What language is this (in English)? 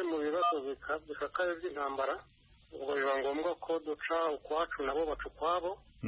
Kinyarwanda